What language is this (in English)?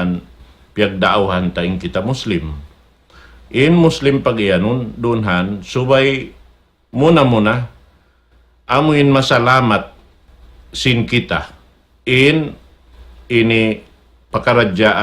Tausug